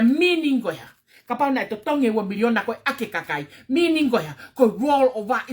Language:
Tongan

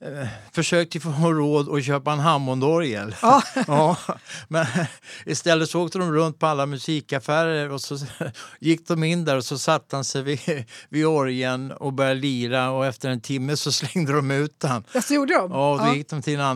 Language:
Swedish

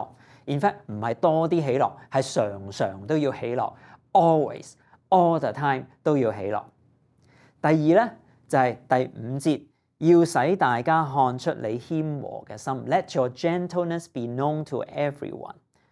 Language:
Cantonese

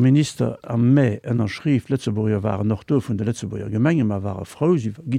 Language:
Luxembourgish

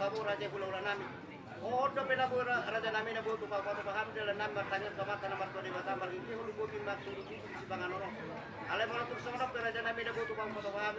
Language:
Batak Toba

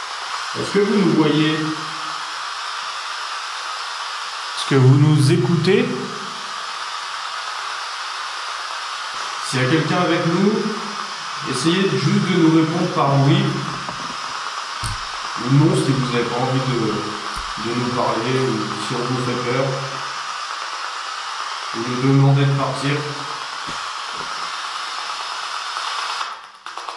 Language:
French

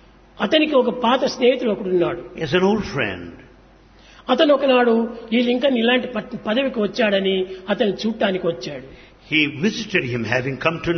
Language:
Telugu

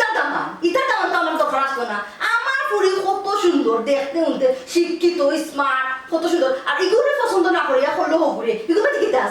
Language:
Sylheti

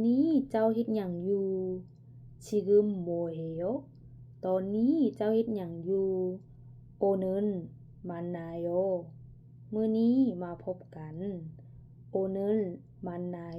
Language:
Lao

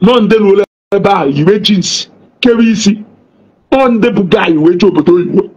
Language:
Igbo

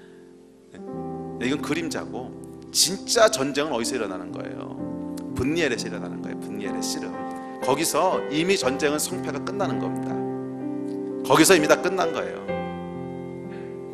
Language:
Korean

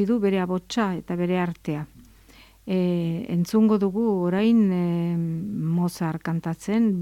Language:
Basque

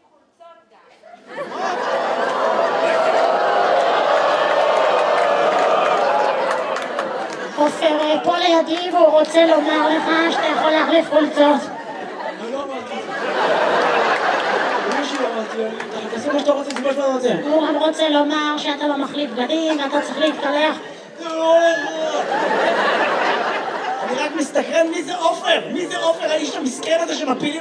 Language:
Hebrew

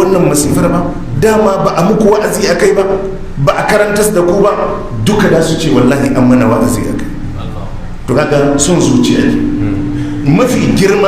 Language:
Hausa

